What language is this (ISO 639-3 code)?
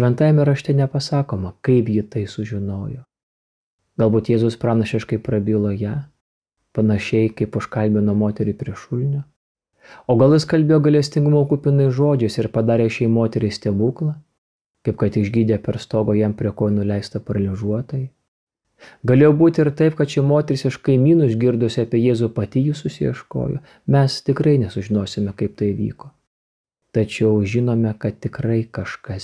lit